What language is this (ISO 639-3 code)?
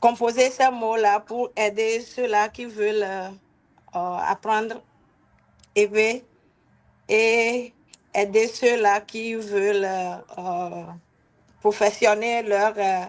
ewe